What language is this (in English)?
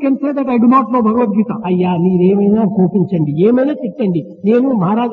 Telugu